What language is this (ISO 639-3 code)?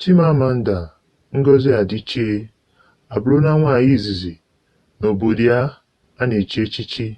ibo